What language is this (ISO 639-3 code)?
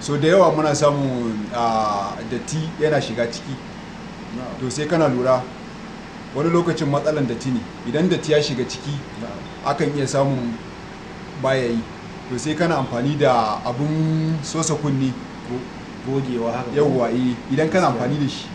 hau